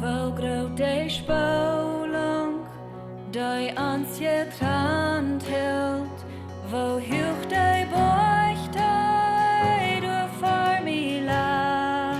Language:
Plautdietsch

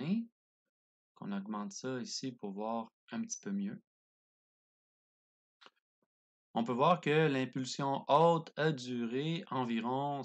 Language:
French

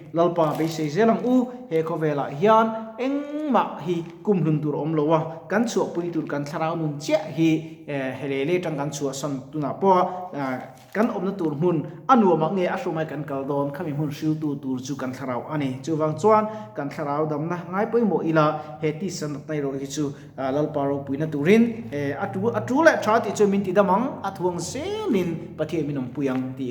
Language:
Mizo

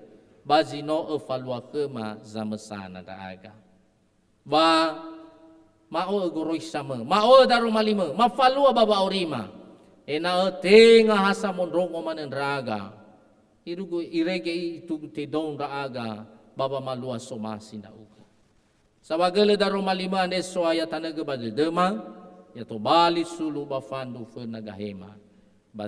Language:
Nias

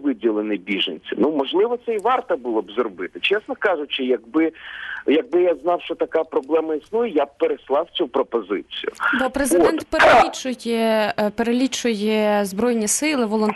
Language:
Ukrainian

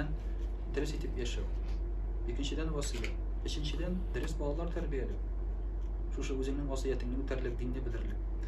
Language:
Tatar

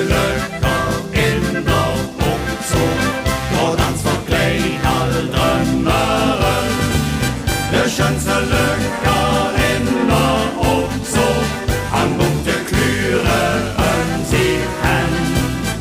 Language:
Limburgish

